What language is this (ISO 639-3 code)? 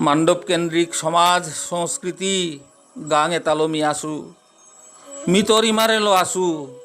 bpy